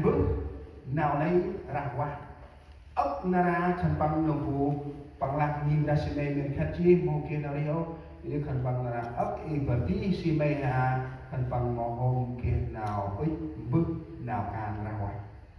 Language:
Central Mnong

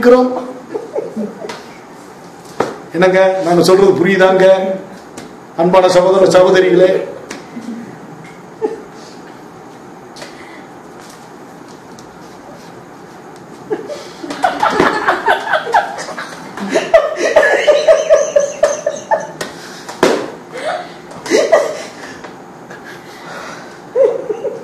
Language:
Tamil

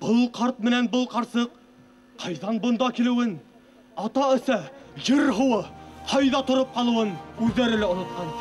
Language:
Bashkir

